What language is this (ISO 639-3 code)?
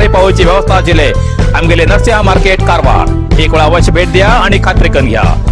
kok